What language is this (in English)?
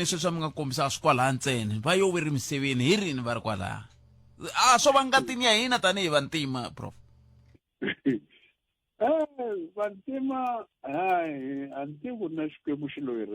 Tsonga